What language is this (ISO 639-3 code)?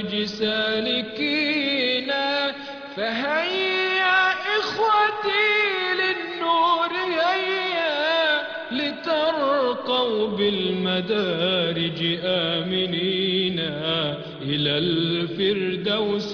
ara